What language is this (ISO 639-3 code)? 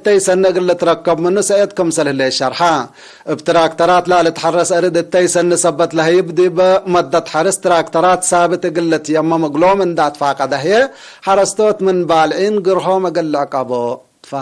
tig